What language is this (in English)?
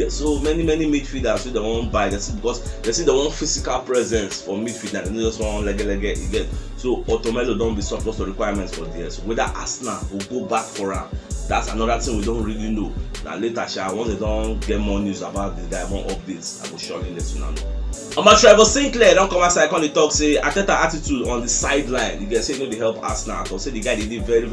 Nigerian Pidgin